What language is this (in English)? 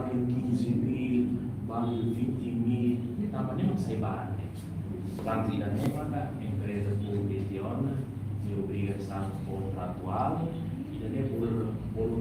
Tetum